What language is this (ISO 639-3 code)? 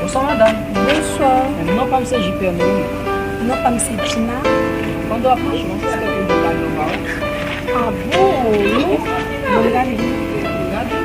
hat